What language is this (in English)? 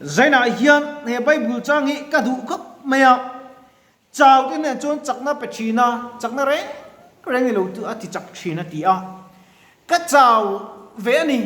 Mizo